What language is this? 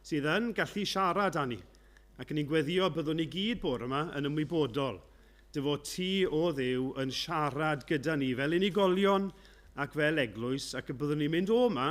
Welsh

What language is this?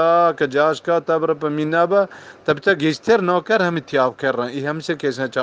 Eastern Balochi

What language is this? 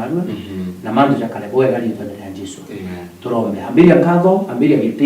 Meru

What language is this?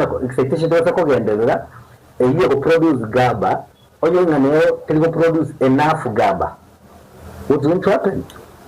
Gusii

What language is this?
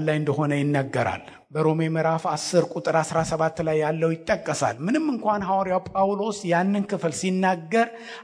Amharic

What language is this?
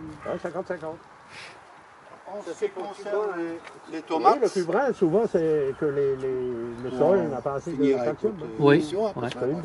French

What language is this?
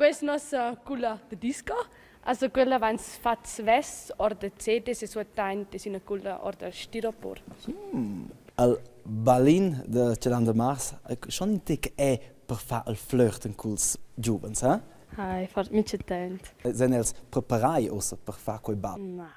Romansh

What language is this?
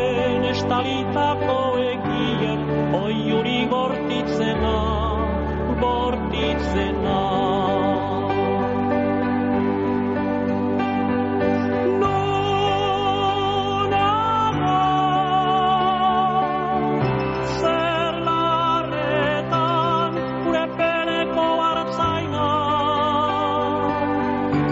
Basque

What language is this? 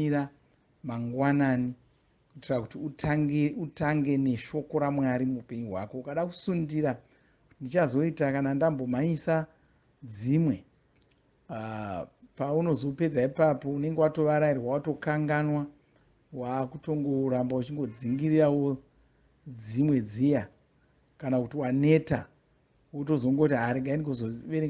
Shona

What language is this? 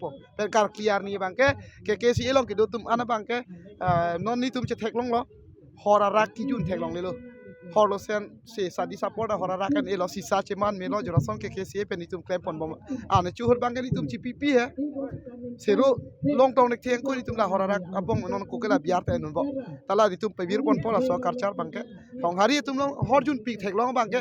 Karbi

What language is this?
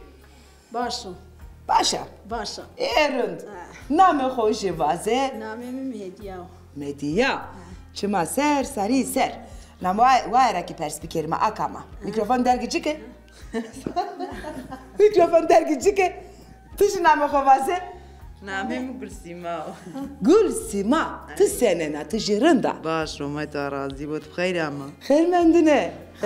Zaza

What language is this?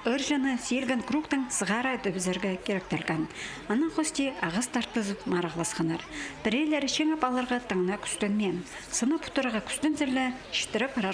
Khakas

